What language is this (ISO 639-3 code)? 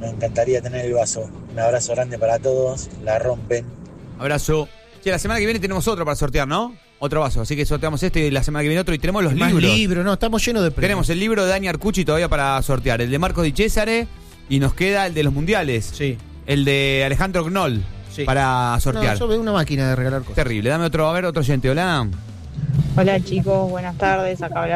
spa